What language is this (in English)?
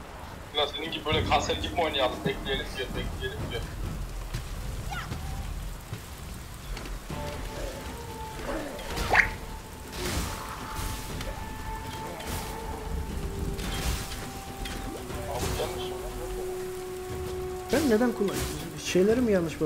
Turkish